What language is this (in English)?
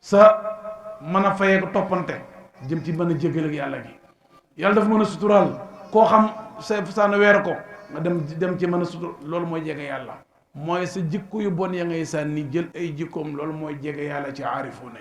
Wolof